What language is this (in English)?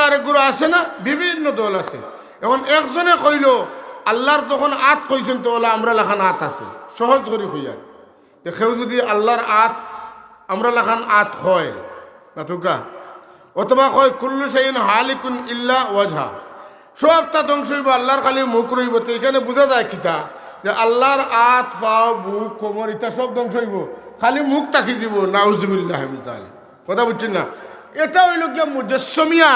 Sylheti